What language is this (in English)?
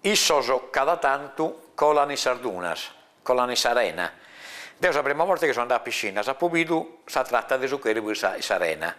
Sardinian